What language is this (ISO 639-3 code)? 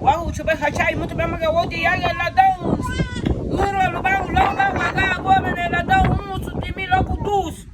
cab